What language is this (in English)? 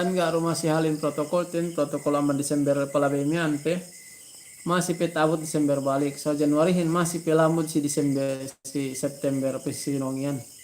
Yakan